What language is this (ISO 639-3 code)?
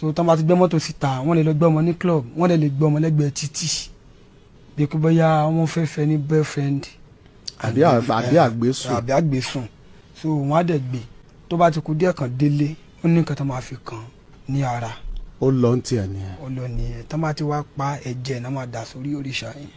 yor